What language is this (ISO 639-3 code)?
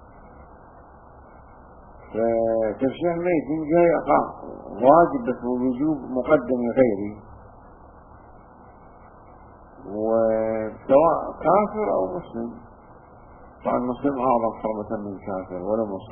ara